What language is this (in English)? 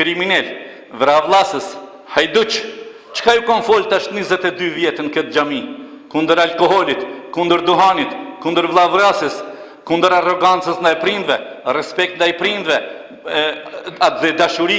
Albanian